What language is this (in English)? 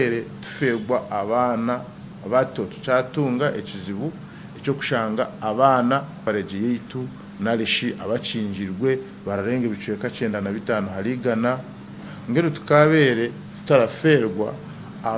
Nyankole